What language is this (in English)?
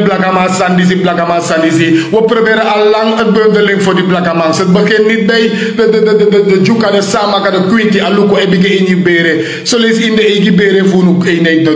Sranan Tongo